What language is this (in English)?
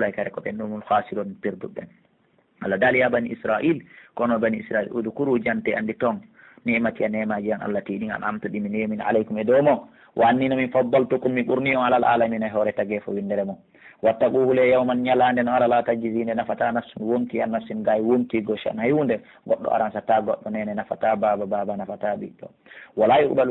Pular